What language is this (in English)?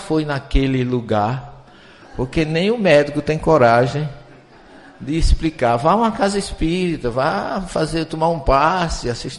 Portuguese